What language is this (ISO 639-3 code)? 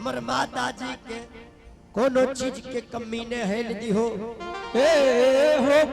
anp